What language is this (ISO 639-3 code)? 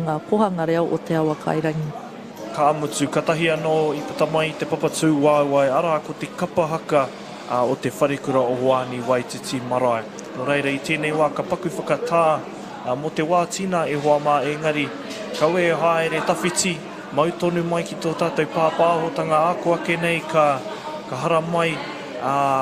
mri